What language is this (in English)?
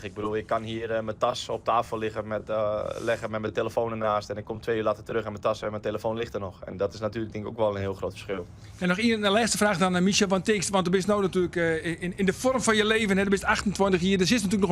Western Frisian